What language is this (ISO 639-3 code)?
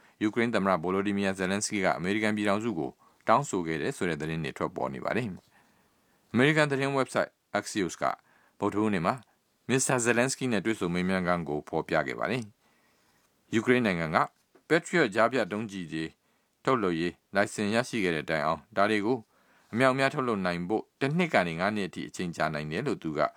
mya